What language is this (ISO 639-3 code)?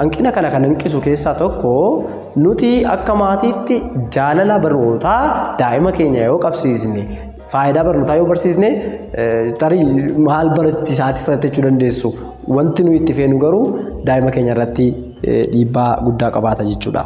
orm